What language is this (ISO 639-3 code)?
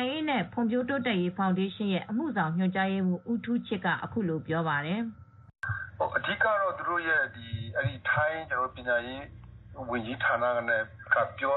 mya